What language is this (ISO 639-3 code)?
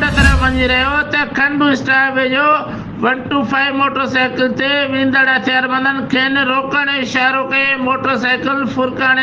snd